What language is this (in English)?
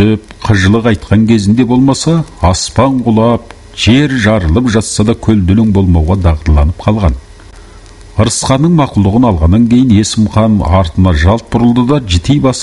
Kazakh